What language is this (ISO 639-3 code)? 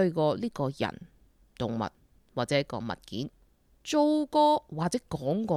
yue